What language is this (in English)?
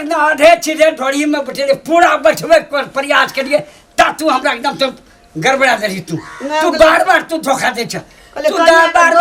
Maithili